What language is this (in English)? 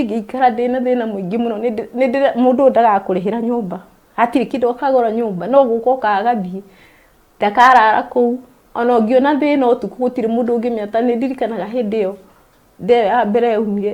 Kikuyu